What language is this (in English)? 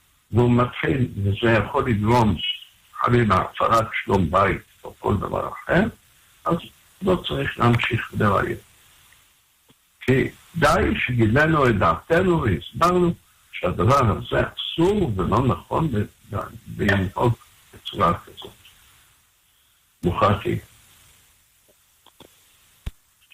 Hebrew